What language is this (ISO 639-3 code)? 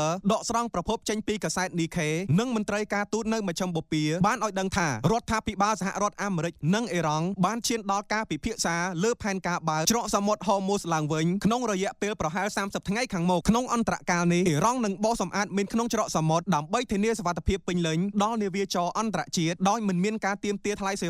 khm